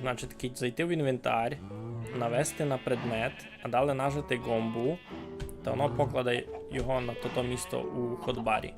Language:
Rusyn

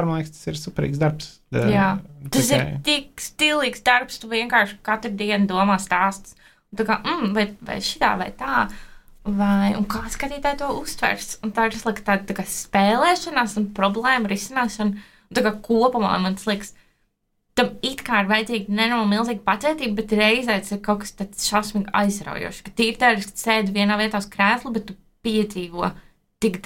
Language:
Latvian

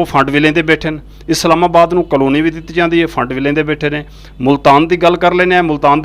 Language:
Saraiki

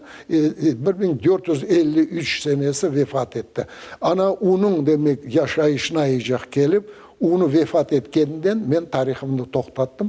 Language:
Crimean Tatar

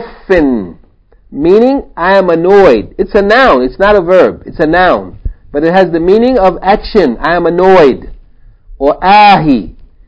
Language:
English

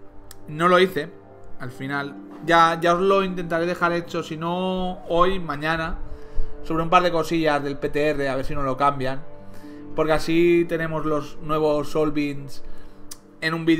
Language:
Spanish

